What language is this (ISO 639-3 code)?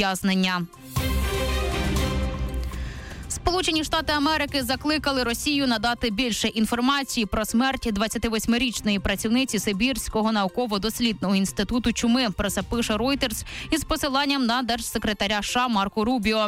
ukr